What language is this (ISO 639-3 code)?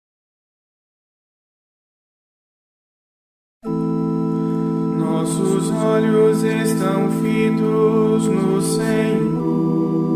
por